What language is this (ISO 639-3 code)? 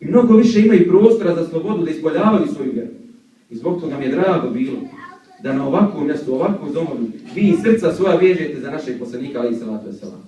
bos